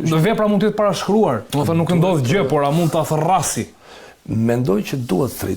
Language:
Albanian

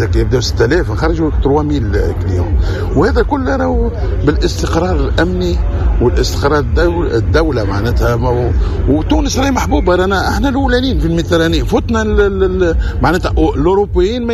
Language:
Tunisian Arabic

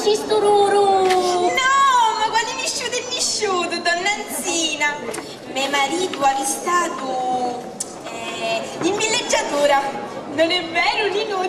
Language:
Sicilian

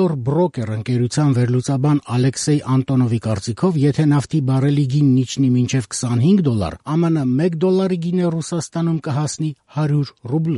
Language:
Armenian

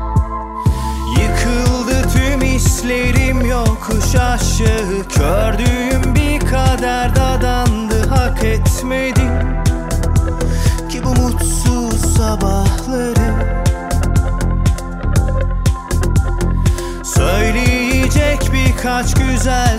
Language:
Turkish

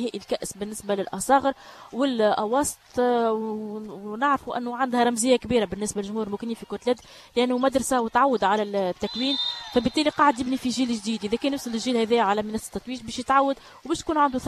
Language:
Tunisian Arabic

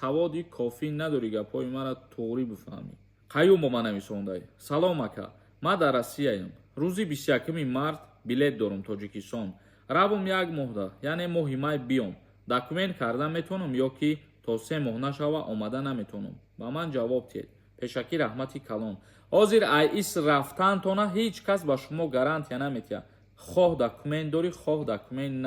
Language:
Tajik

